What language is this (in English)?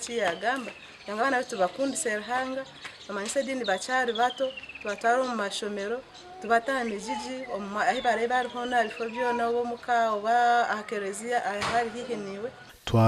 Nyankole